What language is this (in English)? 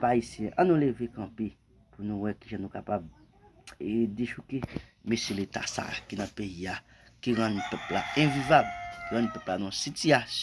Haitian Creole